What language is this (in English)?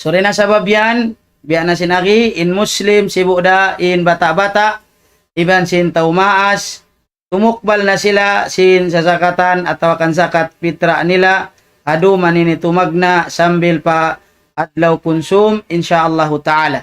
Tausug